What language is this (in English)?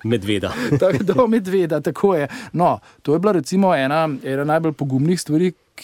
Slovenian